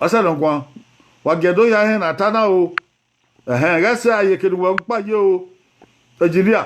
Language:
Bini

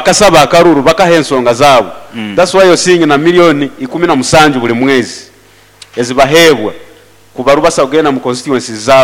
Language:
Nyoro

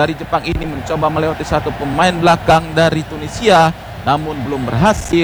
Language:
Indonesian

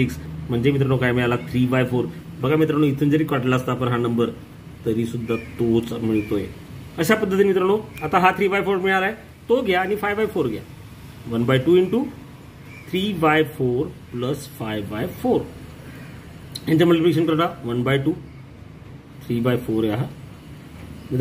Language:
Marathi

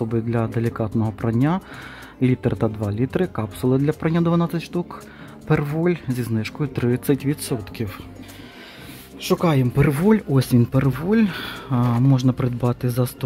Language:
Ukrainian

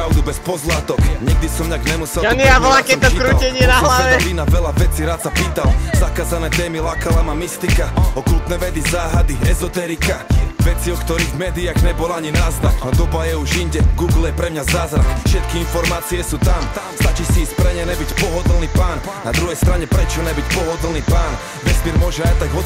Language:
Slovak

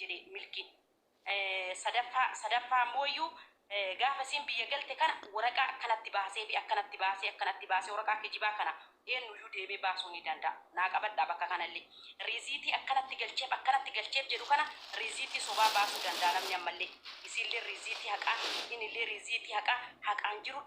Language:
Oromo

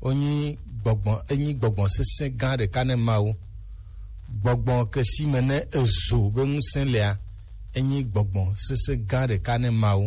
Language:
Gen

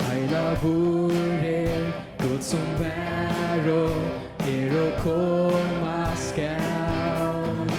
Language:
Faroese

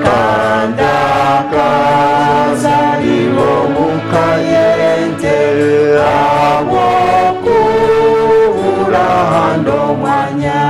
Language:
Nyankole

